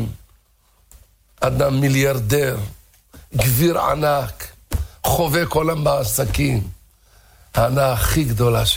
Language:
Hebrew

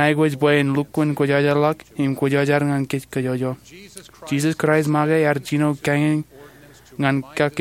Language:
Marshallese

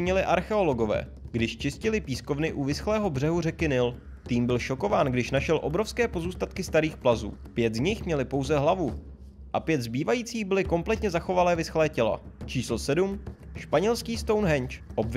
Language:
Czech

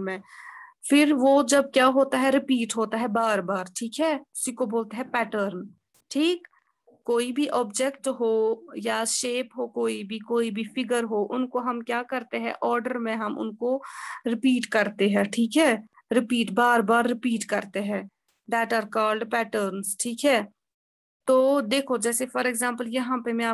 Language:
Hindi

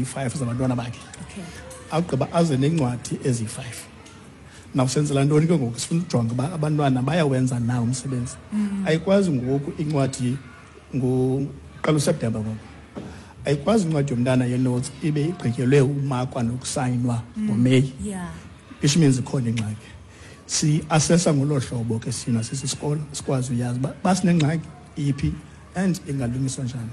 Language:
Xhosa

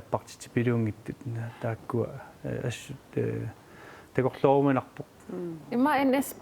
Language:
Kalaallisut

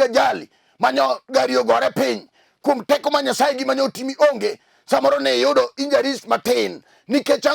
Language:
Luo (Kenya and Tanzania)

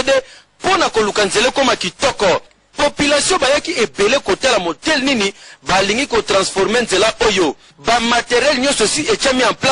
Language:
Lingala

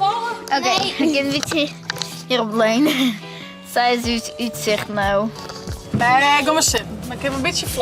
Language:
Western Frisian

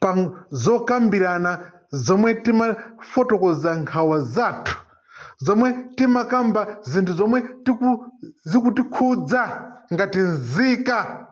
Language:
Nyanja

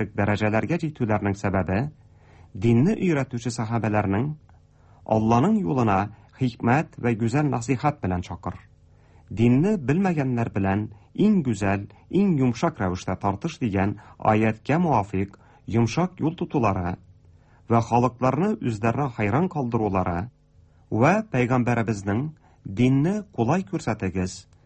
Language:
Tatar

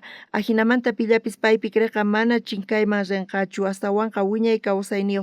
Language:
South Bolivian Quechua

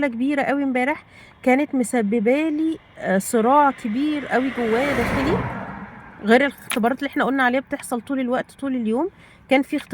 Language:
Egyptian Arabic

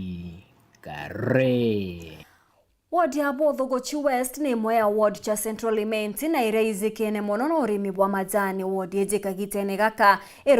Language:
Meru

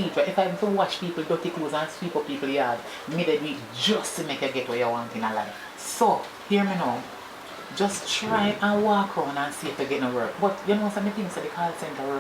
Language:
Jamaican Creole English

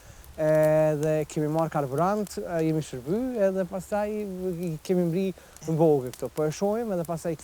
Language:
Albanian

